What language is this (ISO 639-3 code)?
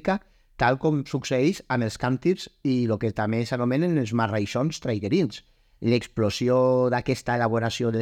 cat